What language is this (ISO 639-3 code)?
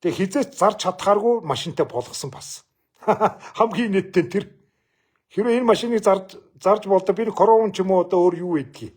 mon